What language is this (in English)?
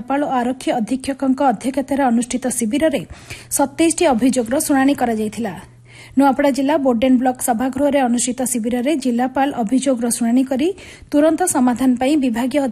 Odia